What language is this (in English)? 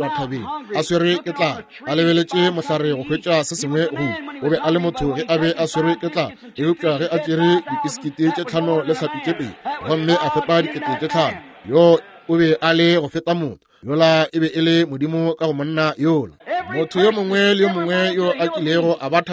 Northern Sotho